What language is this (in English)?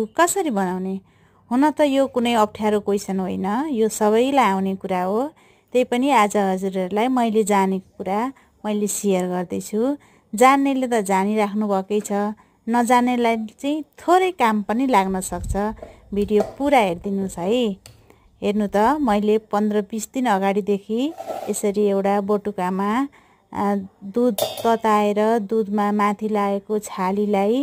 Nepali